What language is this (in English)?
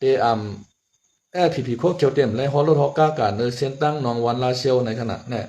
Shan